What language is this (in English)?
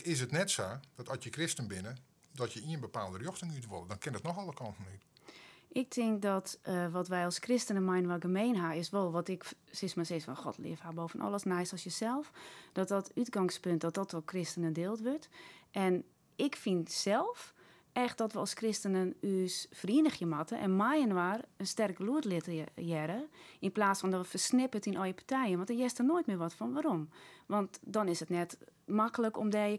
Western Frisian